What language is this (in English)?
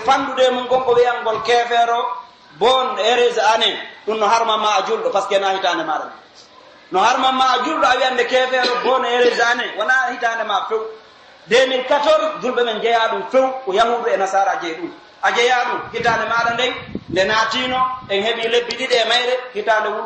Pular